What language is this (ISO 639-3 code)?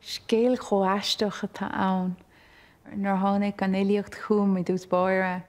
gle